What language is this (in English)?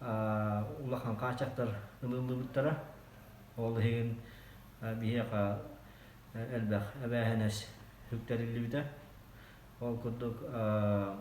Yakut